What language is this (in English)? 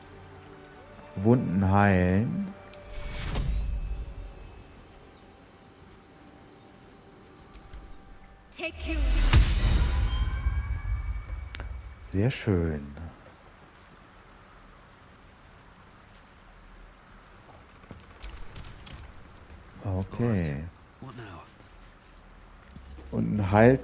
German